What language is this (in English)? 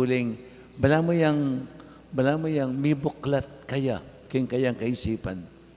Pampanga